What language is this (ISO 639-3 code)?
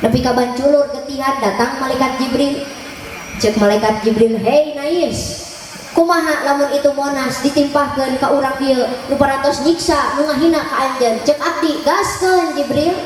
sun